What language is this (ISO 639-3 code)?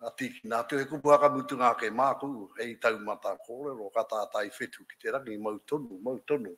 mri